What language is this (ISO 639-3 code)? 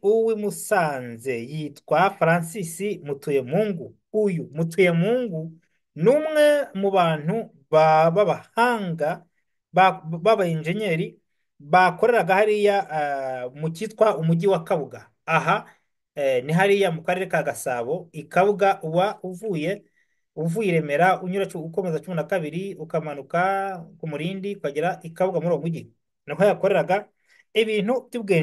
kin